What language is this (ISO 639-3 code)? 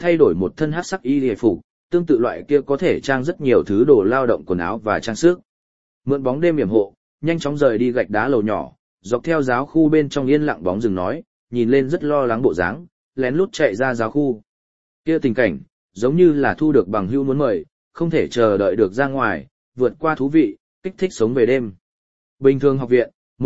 vie